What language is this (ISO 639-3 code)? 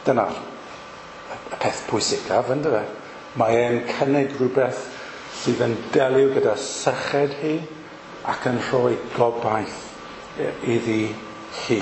cym